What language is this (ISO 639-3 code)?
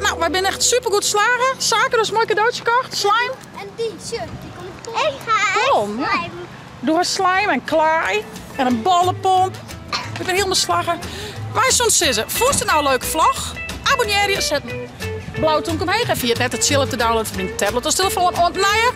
fry